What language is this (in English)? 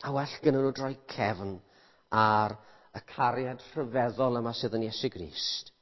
Welsh